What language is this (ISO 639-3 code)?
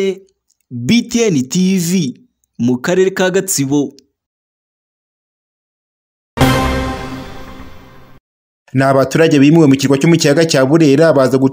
kin